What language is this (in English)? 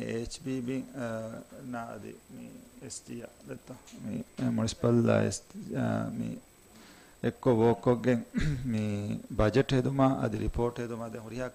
Divehi